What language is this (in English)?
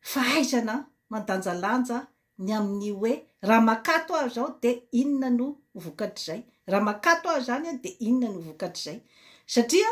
Malagasy